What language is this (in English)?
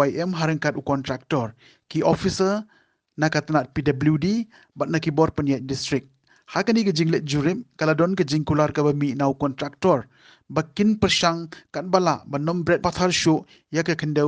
Khasi